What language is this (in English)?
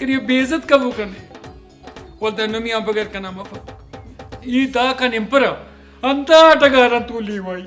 Brahui